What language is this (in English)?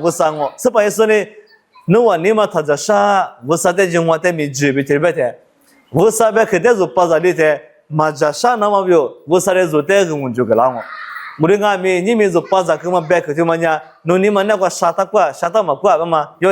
Lisu